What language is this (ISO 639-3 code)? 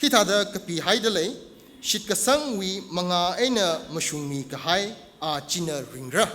nmf